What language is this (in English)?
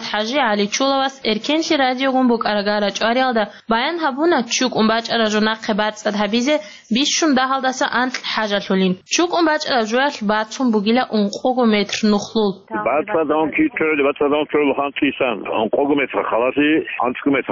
Avaric